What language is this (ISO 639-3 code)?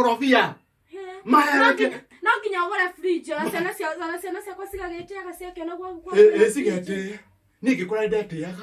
kik